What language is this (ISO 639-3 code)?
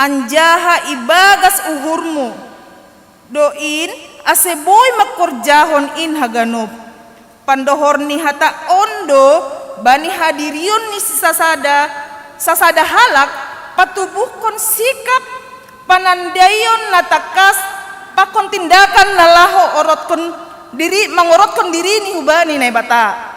bts